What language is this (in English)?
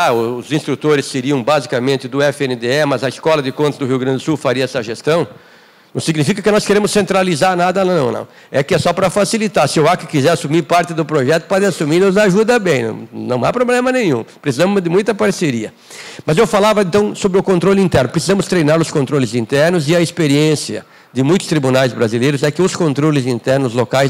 Portuguese